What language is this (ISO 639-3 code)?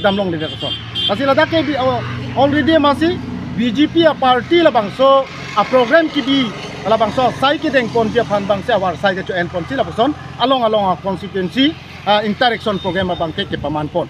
mjw